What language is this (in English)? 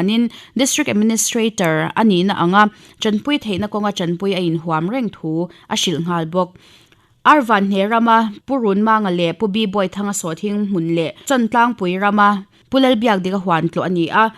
Mizo